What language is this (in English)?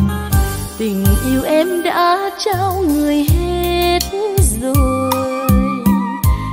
Vietnamese